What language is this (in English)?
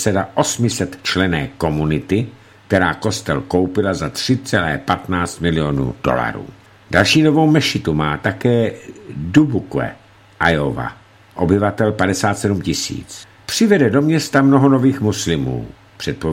Czech